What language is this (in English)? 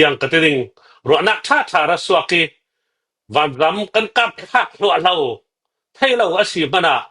Hakha Chin